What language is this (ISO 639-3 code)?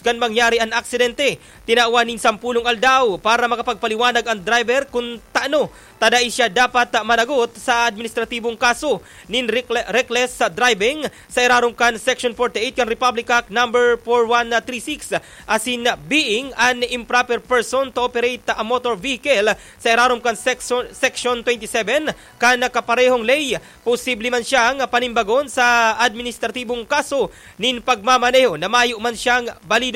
bik